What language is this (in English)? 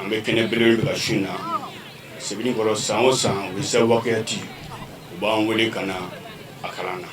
Bambara